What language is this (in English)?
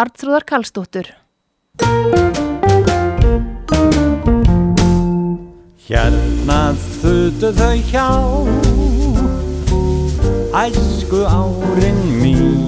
Icelandic